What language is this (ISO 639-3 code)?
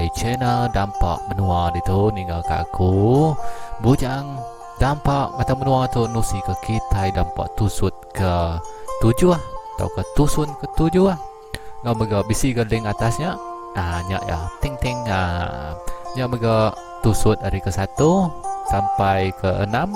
iba